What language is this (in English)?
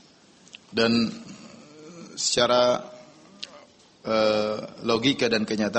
Indonesian